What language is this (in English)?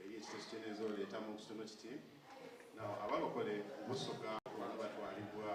Soga